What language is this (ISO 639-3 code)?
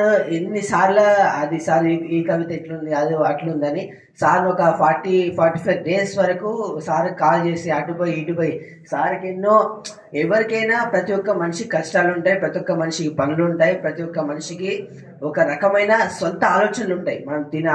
tel